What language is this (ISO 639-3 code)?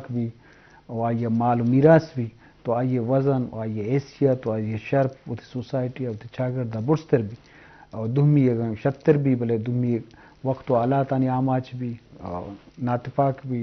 bgp